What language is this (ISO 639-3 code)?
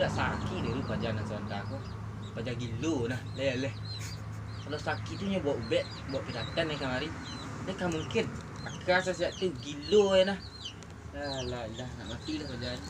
min